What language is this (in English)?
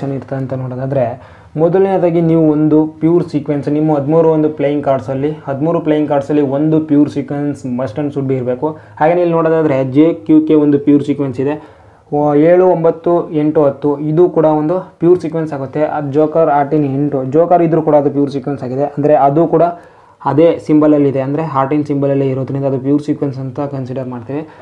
Kannada